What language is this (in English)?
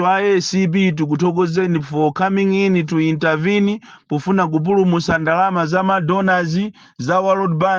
Nyanja